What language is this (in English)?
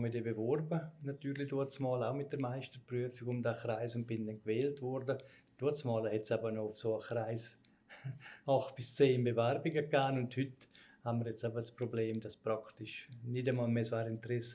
Swiss German